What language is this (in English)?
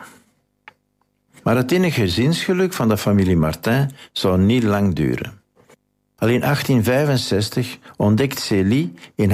Dutch